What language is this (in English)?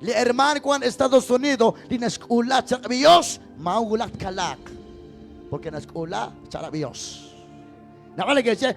Kekchí